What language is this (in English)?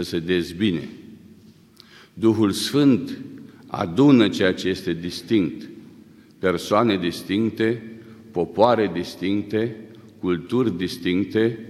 Romanian